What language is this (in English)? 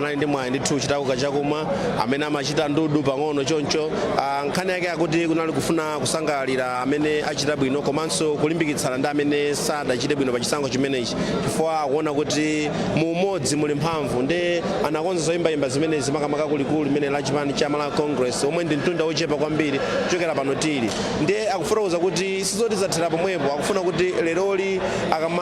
Nyanja